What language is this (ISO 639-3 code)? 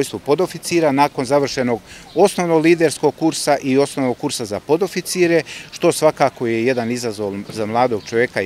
srp